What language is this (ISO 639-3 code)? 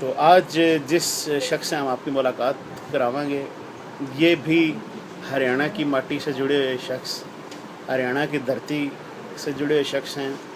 bgc